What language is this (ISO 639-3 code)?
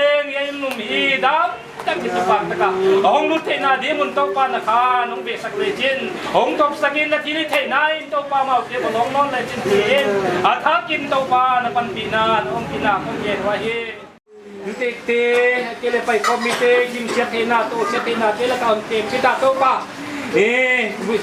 pck